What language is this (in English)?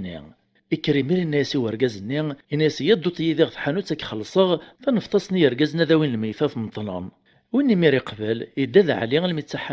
Kabyle